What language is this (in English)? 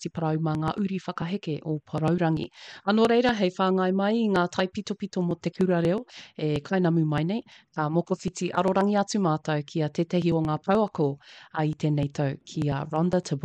Māori